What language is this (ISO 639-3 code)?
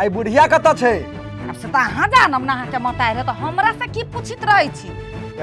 mai